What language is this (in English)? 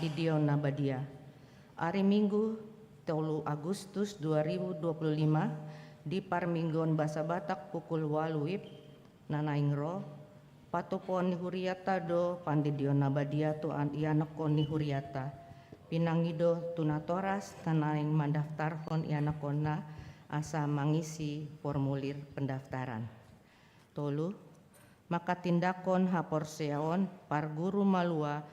Batak Toba